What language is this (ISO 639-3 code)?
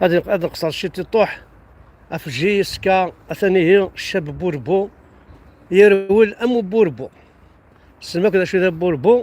kab